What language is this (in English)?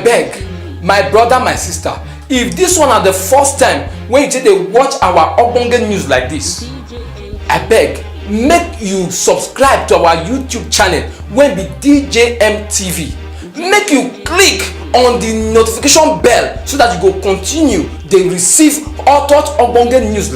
Nigerian Pidgin